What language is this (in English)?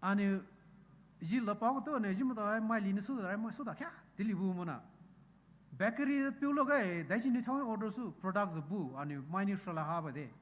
Poumei Naga